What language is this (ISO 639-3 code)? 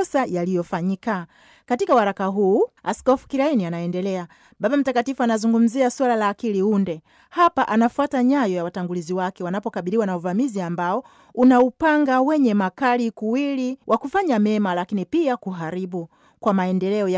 swa